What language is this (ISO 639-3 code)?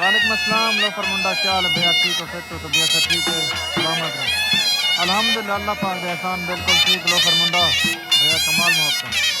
skr